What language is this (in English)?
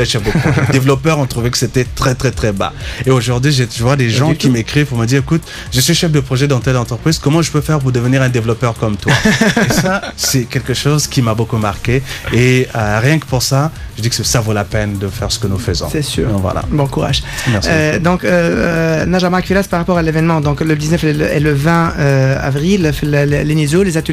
French